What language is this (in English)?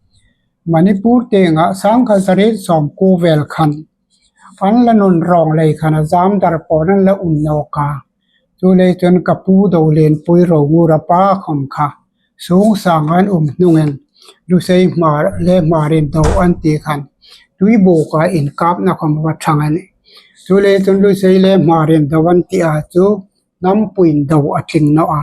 Hmar